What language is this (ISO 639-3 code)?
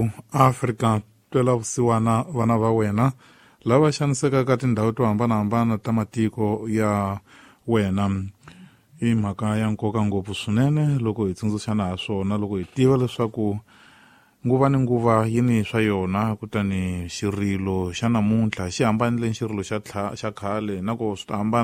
tso